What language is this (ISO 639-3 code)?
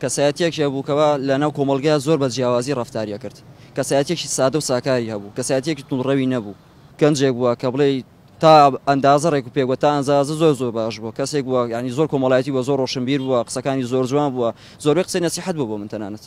ckb